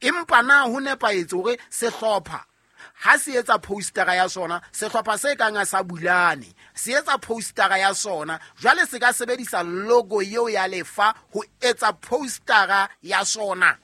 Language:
Southern Sotho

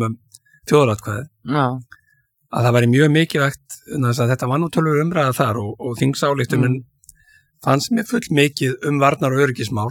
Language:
Icelandic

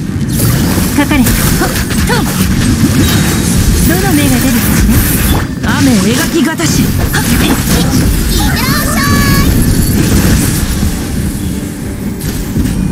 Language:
Japanese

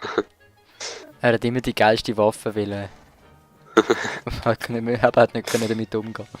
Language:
Swiss German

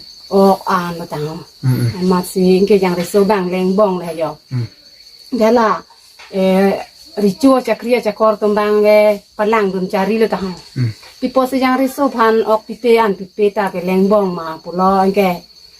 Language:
Karbi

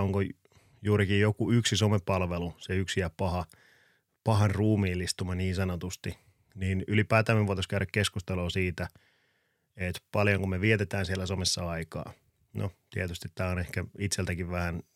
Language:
Finnish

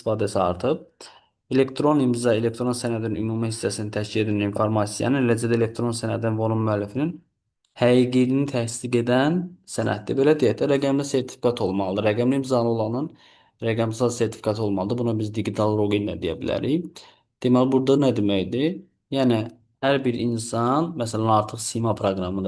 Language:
Azerbaijani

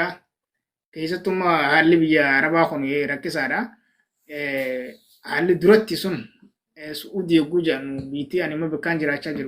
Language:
Oromo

